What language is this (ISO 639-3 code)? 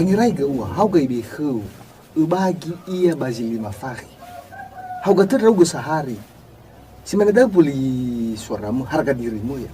nia